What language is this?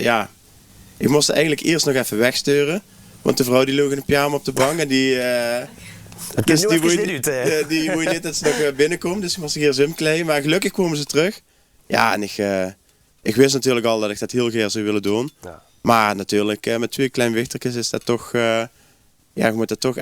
Limburgish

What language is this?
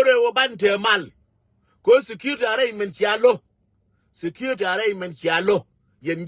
Nuer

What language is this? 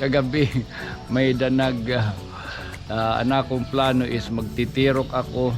Waray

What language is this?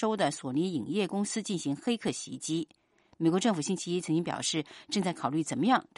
Chinese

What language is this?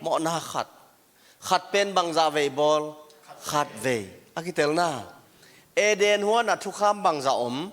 Tedim Chin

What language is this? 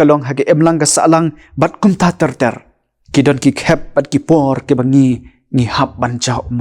Khasi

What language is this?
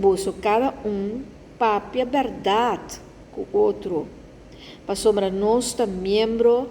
Papiamento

